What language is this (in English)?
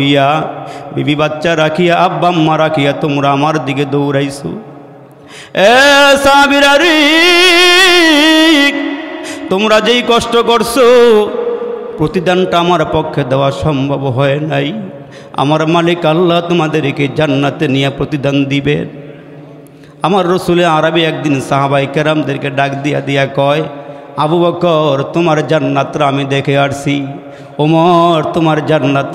Bangla